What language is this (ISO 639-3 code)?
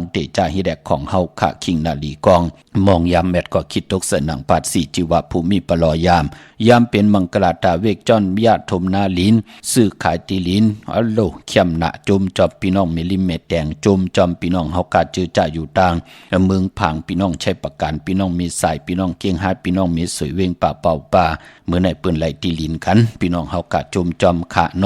shn